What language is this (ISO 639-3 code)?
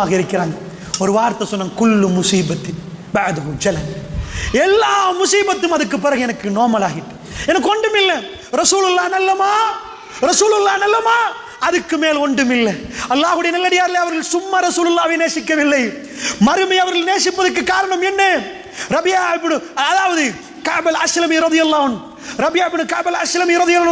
tam